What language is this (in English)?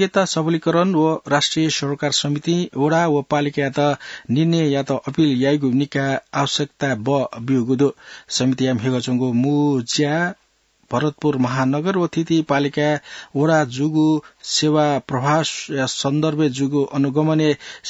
Newari